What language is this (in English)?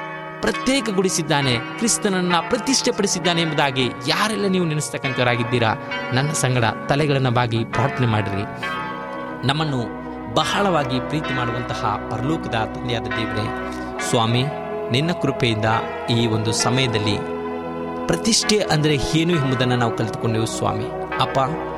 Kannada